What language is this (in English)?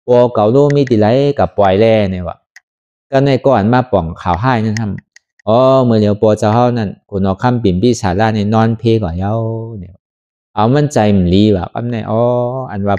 Shan